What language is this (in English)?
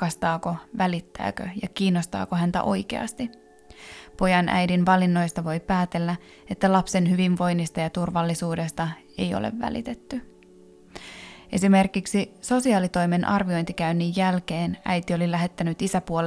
Finnish